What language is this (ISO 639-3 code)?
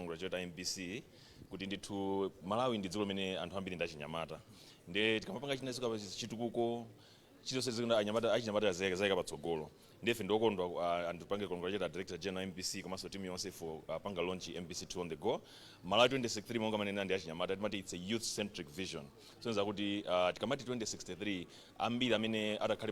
nya